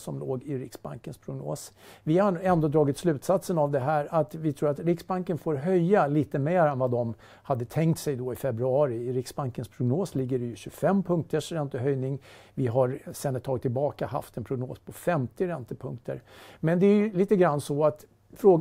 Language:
Swedish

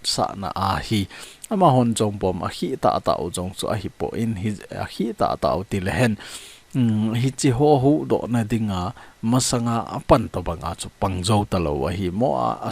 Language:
Thado Chin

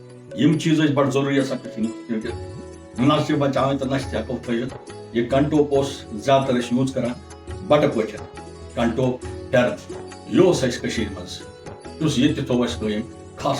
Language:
Kashmiri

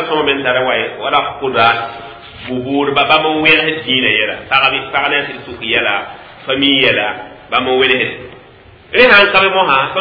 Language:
Mossi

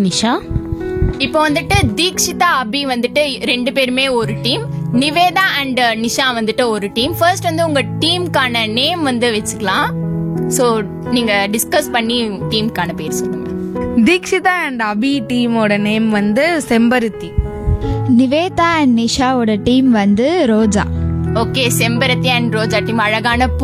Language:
Tamil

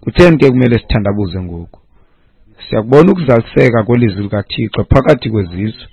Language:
Xhosa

